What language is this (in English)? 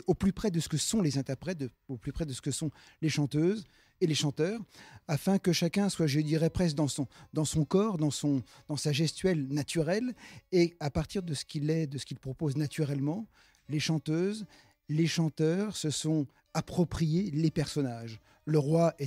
French